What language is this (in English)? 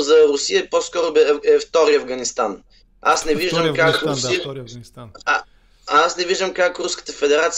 Bulgarian